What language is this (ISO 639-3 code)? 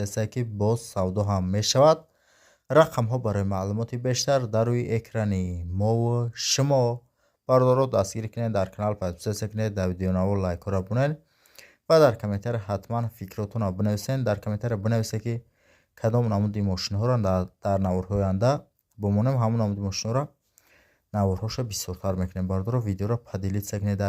tgk